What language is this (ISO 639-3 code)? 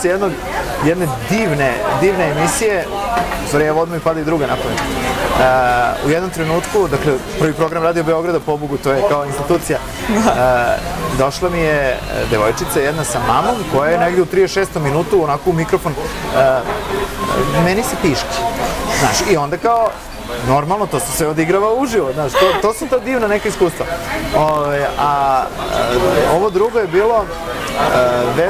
srp